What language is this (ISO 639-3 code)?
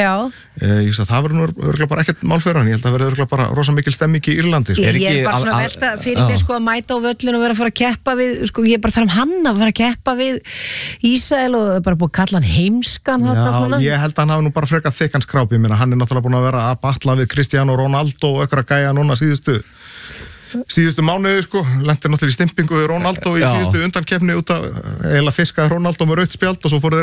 isl